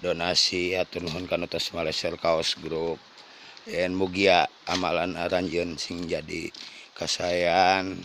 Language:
Sundanese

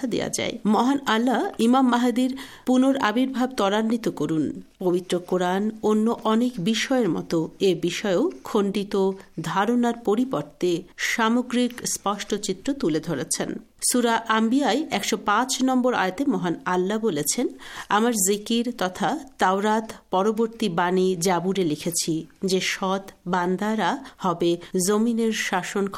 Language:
Bangla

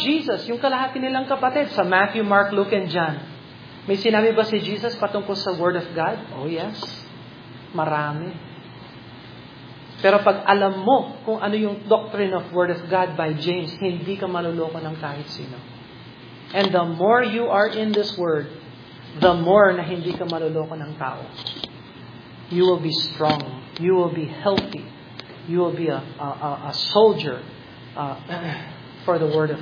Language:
Filipino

